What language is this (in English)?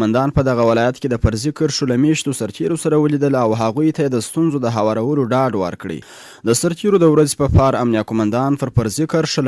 Pashto